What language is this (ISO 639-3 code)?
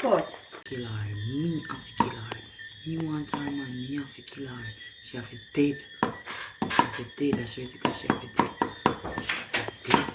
jam